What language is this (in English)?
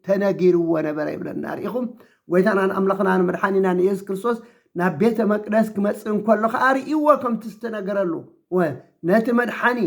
Tigrinya